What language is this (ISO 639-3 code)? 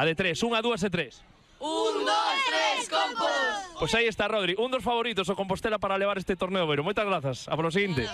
glg